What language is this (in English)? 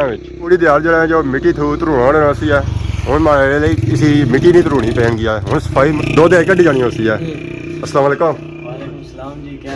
Pahari-Potwari